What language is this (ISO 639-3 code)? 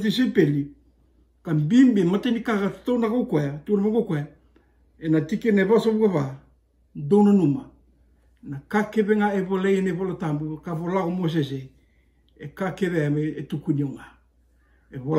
fij